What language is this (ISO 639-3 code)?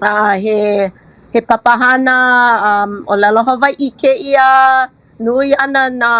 haw